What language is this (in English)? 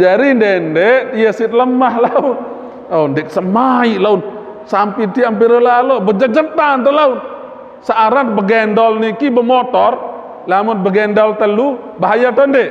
Sasak